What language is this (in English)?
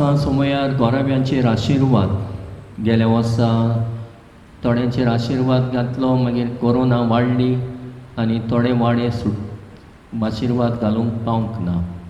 Konkani